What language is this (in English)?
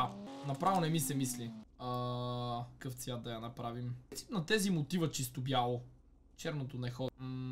Bulgarian